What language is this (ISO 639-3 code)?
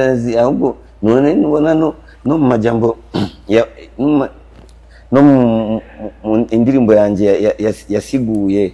run